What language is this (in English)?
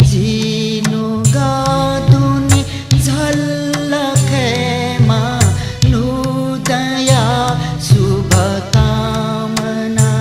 Newari